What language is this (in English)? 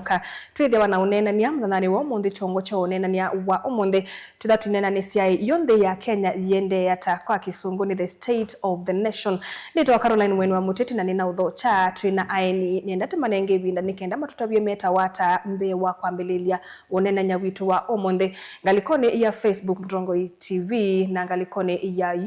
Kamba